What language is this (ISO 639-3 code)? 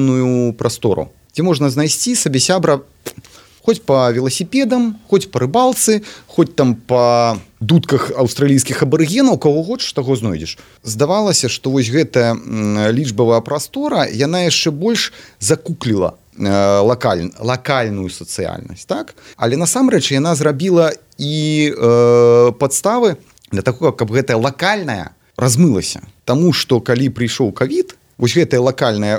bel